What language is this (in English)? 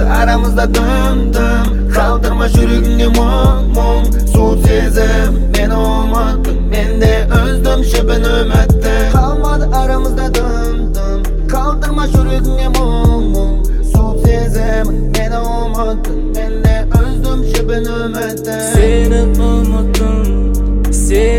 Kazakh